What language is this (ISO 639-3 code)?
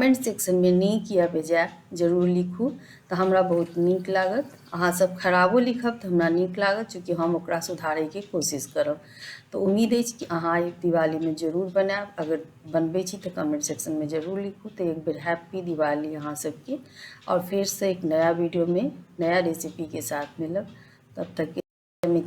mai